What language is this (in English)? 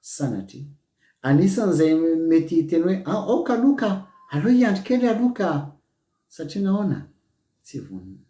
Malagasy